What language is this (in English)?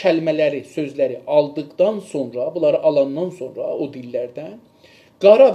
South Azerbaijani